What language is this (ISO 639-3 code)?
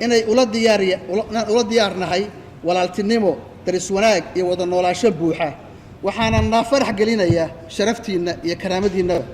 som